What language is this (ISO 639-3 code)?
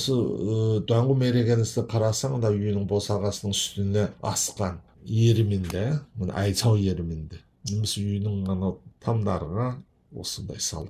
kaz